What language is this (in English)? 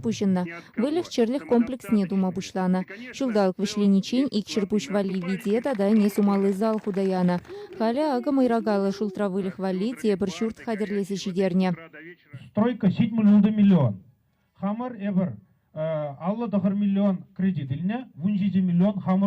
Chuvash